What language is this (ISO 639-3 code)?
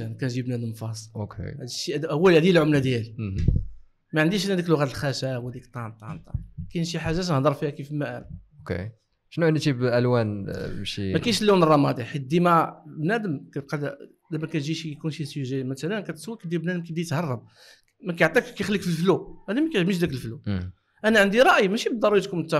ary